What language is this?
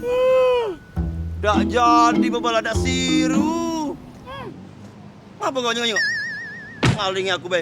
Musi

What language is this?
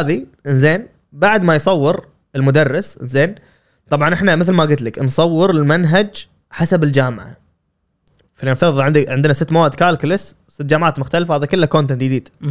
Gulf Arabic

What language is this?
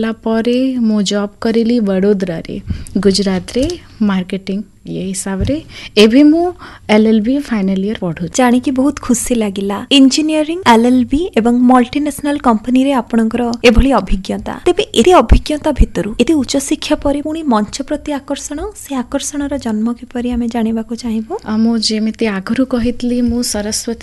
Odia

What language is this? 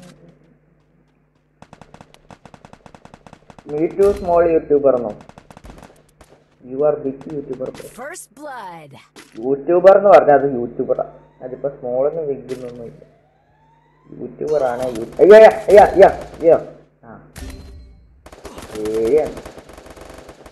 Malayalam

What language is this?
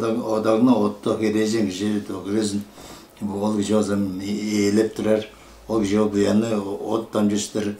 Tuvinian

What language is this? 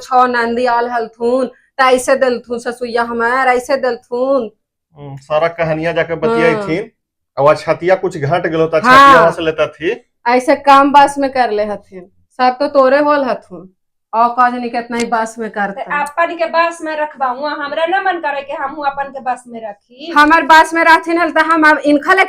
Magahi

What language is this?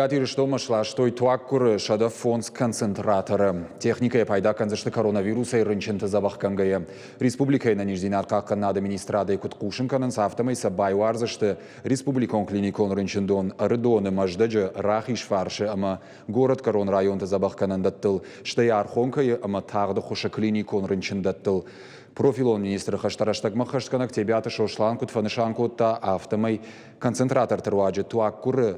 Ossetic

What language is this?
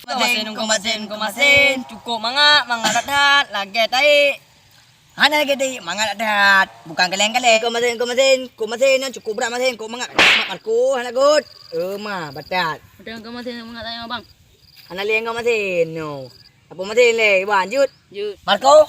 Achinese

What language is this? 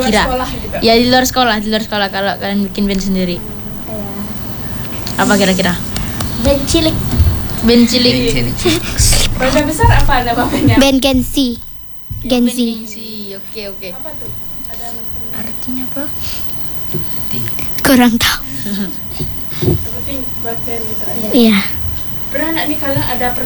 Indonesian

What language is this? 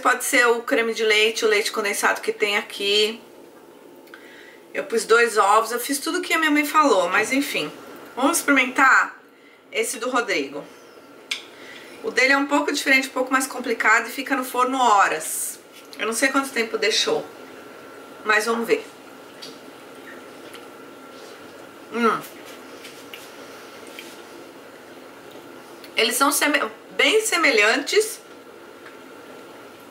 Portuguese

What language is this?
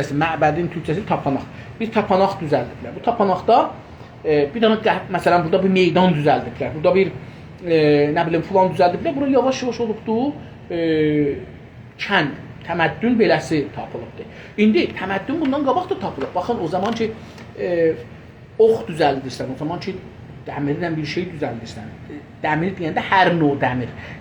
South Azerbaijani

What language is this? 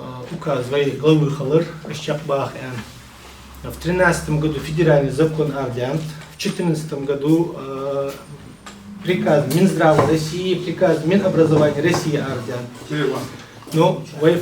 Ingush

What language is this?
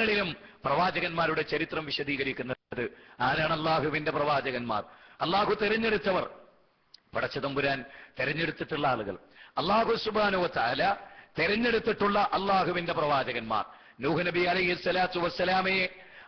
Malayalam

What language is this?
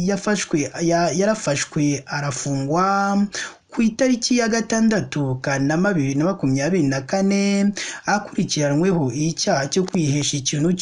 Kinyarwanda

